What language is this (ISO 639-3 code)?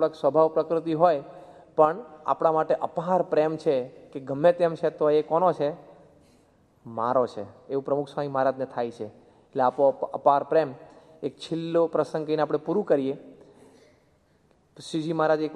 guj